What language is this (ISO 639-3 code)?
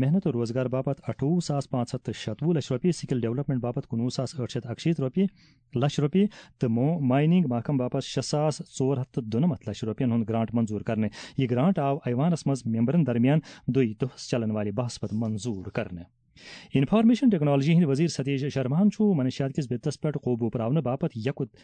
kas